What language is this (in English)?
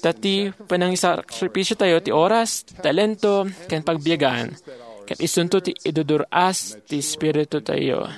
Iloko